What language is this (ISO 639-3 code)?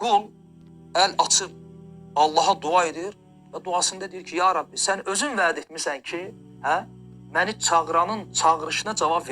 aze